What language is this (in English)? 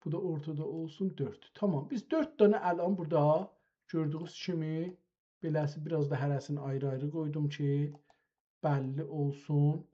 South Azerbaijani